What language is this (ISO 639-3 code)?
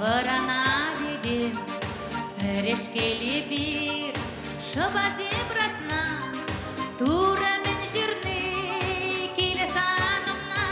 chv